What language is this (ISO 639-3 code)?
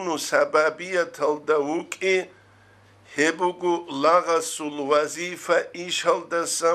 ava